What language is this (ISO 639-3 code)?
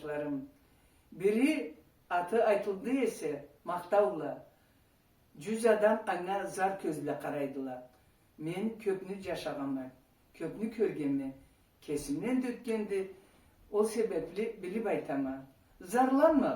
krc